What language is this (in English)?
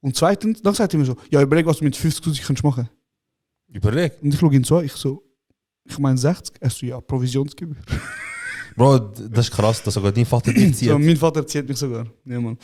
Swiss German